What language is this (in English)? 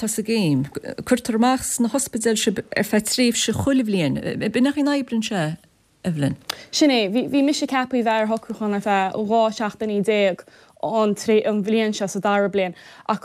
Irish